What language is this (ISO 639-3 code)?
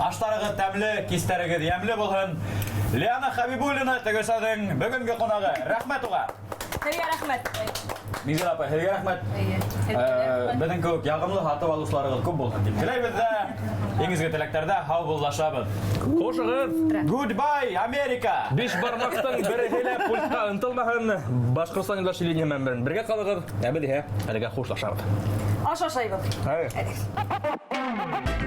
bak